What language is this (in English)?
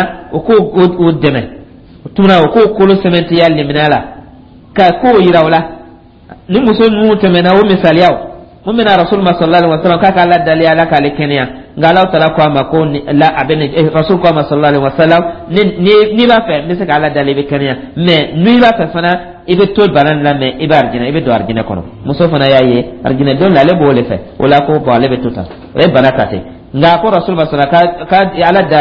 Dyula